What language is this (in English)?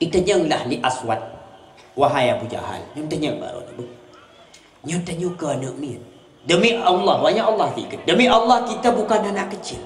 Achinese